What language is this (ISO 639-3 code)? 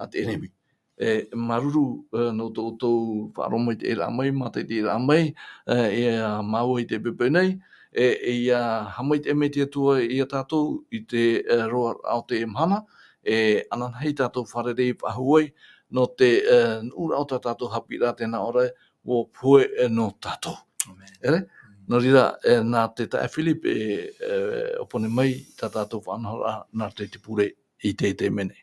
tah